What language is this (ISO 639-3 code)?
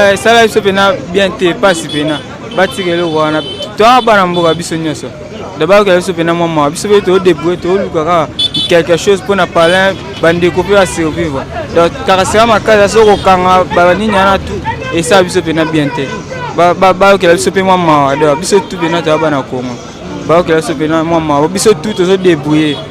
lin